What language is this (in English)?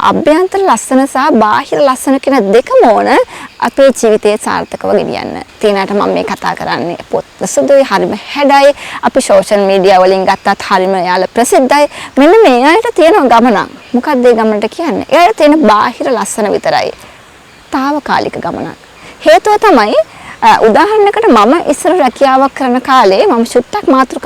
Sinhala